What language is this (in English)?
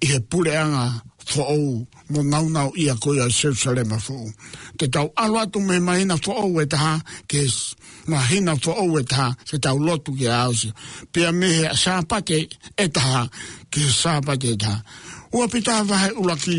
Tongan